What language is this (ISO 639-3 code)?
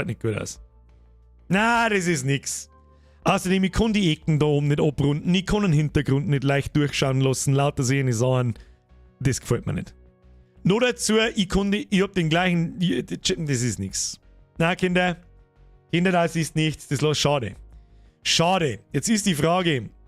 bar